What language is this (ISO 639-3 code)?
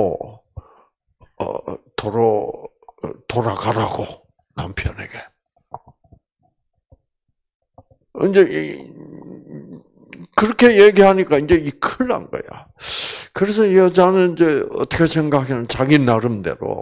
kor